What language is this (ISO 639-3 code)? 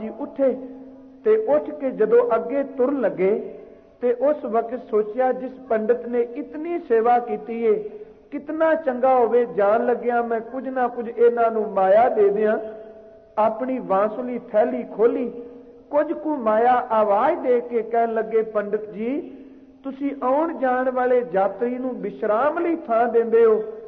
pan